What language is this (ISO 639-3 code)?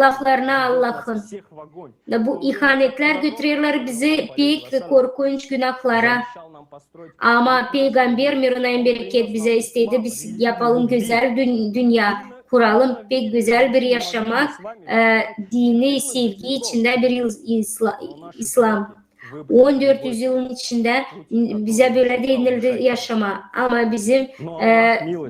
gag